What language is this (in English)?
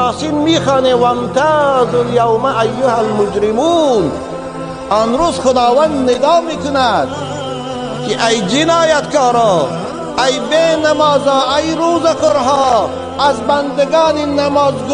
Tajik